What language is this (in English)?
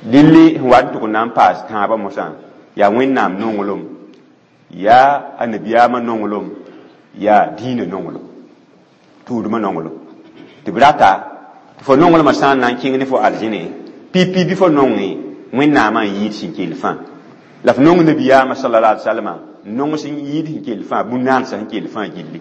Mossi